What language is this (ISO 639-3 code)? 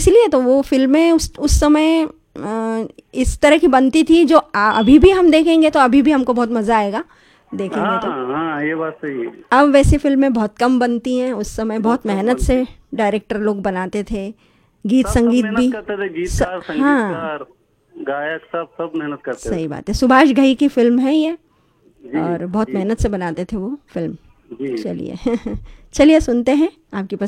hin